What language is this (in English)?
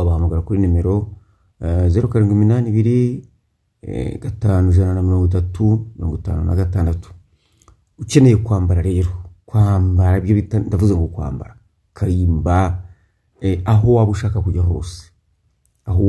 Kinyarwanda